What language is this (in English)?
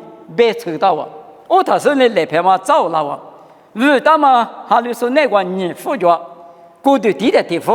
Lisu